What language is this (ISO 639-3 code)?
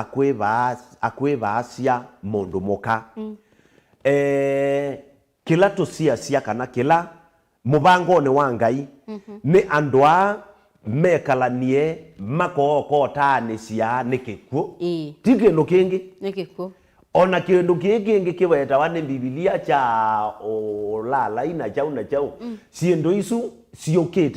kam